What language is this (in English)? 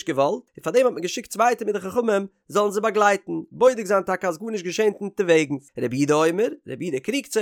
Yiddish